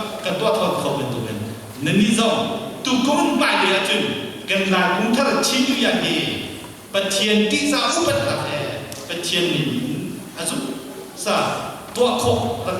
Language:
Hakha Chin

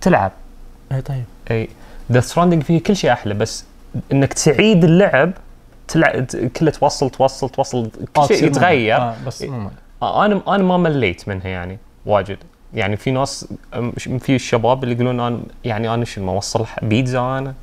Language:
Najdi Arabic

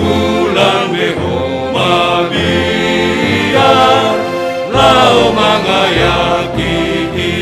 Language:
Batak Simalungun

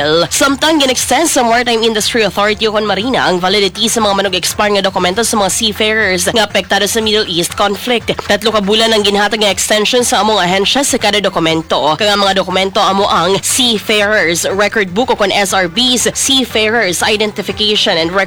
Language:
Hiligaynon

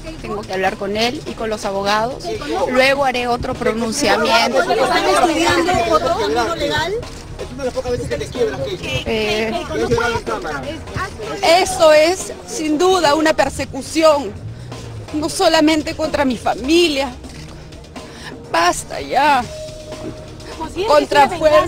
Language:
Spanish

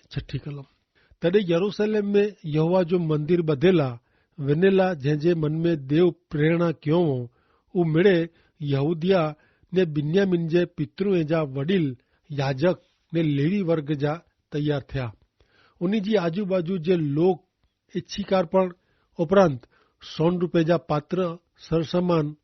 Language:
Kachhi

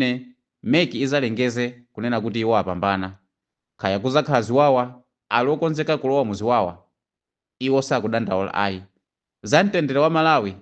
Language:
Nyanja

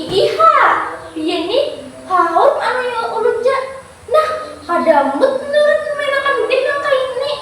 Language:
Banjar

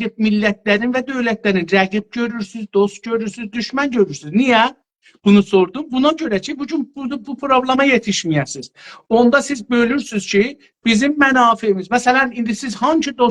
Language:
South Azerbaijani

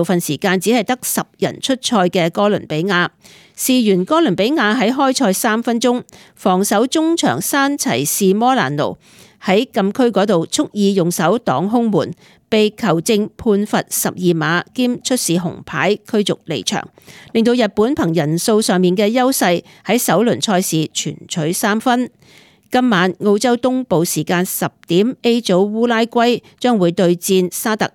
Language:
Cantonese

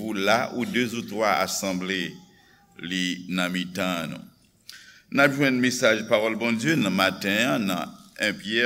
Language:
Haitian Creole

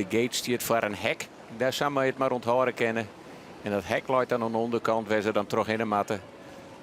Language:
Western Frisian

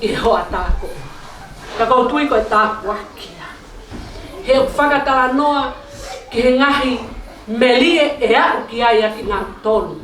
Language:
Tongan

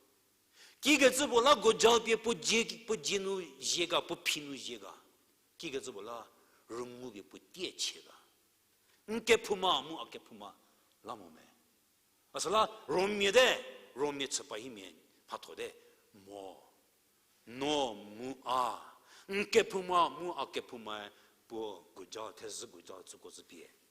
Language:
Angami Naga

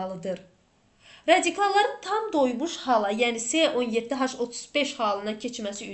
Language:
Azerbaijani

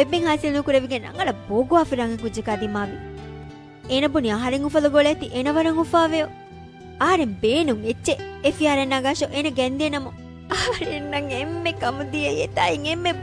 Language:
Divehi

